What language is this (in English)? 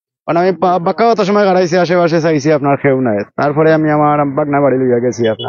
Sylheti